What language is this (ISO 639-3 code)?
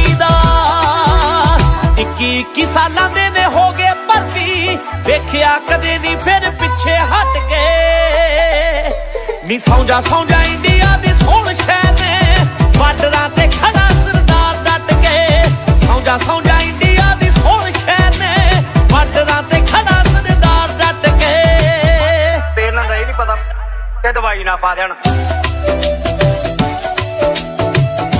pan